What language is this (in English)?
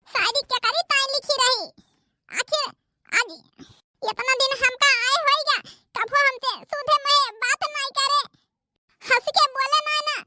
Awadhi